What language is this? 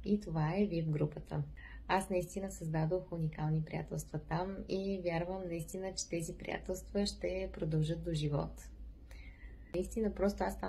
Bulgarian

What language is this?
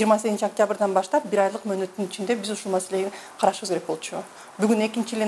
Kyrgyz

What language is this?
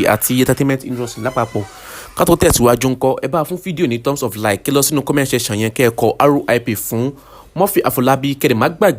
Yoruba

